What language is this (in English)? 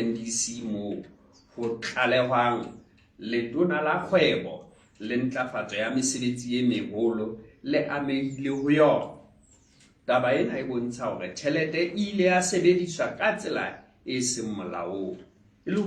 Southern Sotho